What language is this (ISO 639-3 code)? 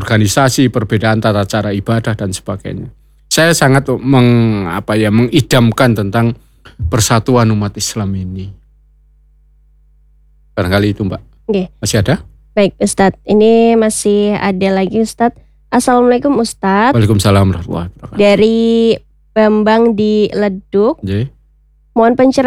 ind